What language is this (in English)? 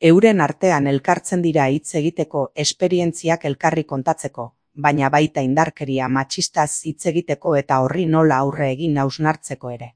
Basque